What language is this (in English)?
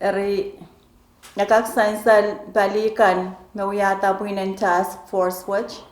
Pohnpeian